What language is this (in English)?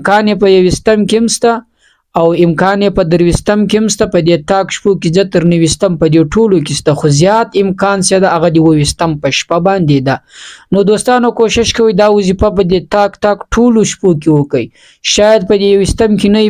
Pashto